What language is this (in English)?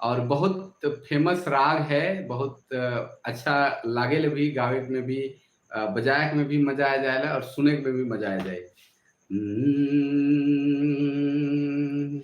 Sadri